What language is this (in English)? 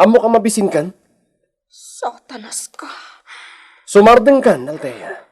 Iloko